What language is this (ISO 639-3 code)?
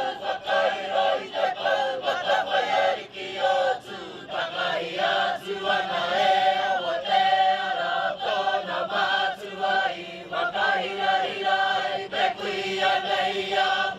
mri